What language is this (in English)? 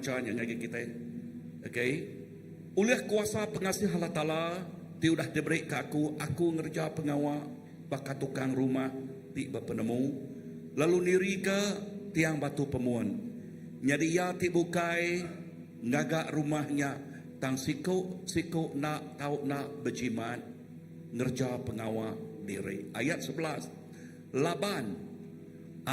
Iban